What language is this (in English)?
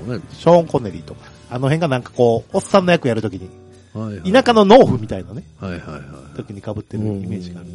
Japanese